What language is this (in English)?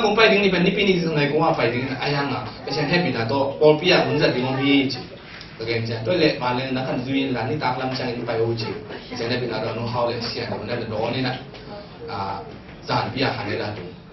Tedim Chin